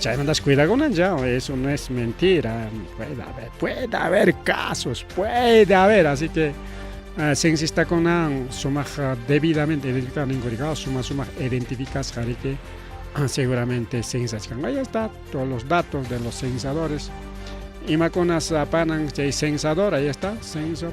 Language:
Ayacucho Quechua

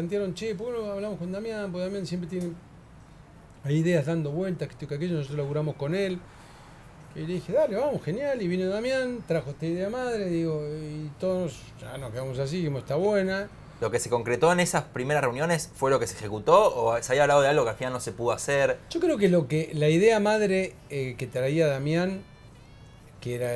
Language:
Spanish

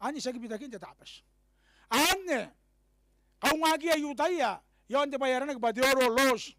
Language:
Gilbertese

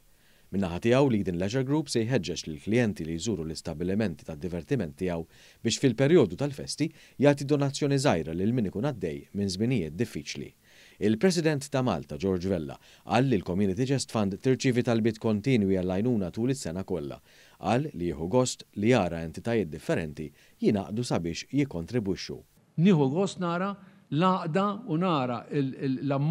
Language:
Maltese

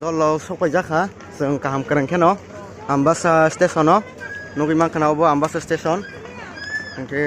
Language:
Kok Borok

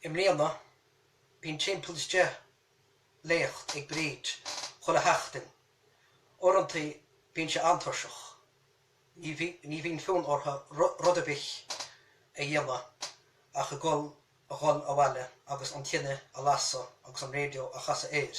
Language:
Irish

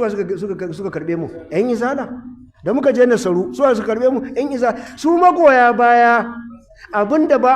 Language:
Hausa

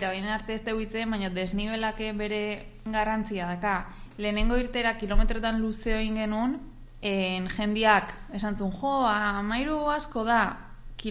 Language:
Basque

